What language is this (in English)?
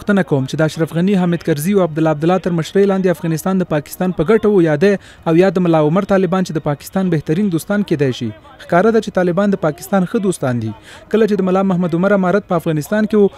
Pashto